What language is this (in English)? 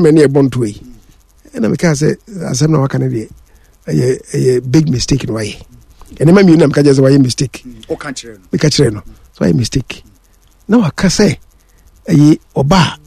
Akan